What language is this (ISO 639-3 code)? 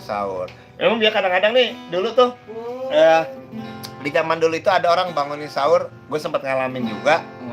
bew